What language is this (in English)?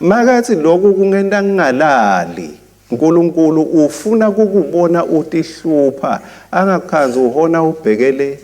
Swati